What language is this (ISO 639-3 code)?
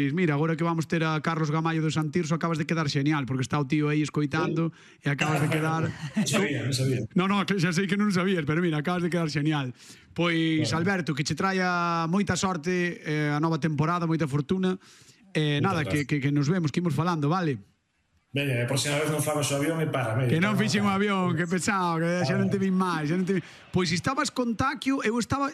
glg